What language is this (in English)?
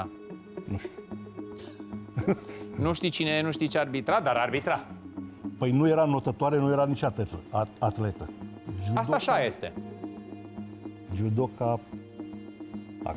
Romanian